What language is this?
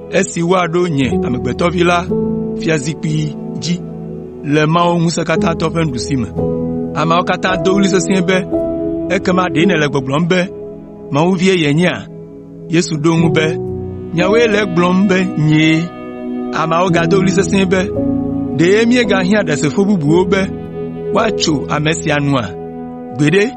Ewe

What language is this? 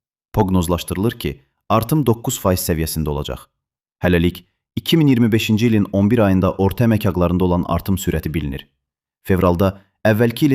Azerbaijani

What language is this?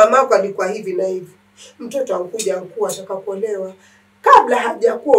Swahili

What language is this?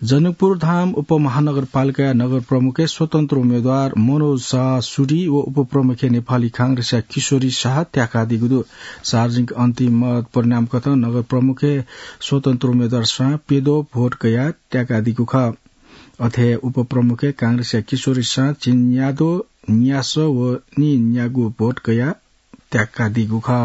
Newari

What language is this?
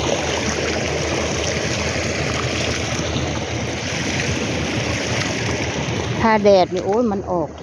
Northeastern Thai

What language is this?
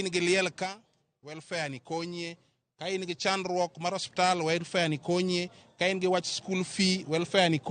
Luo (Kenya and Tanzania)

